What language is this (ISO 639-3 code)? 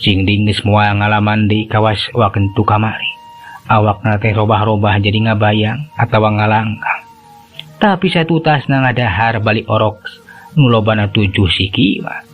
sun